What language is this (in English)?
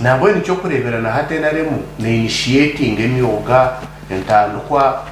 Nyankole